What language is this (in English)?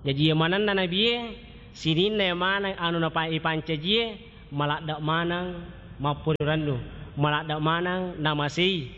Buginese